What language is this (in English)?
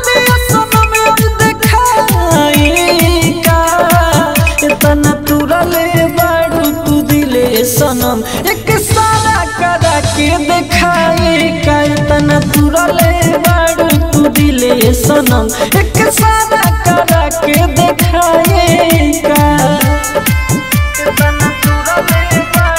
Bhojpuri